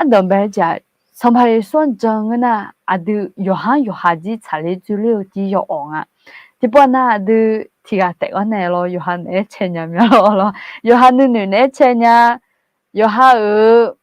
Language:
Akha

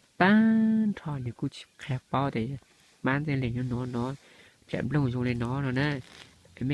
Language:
Hmong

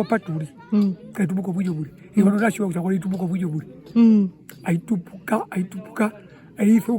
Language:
Herero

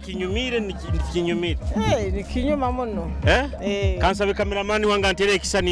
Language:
Nyoro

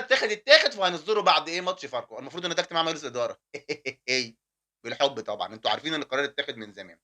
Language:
Egyptian Arabic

